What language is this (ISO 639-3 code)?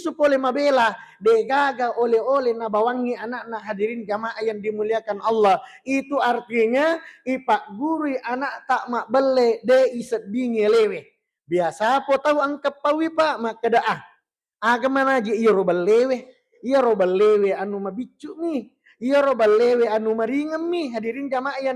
bug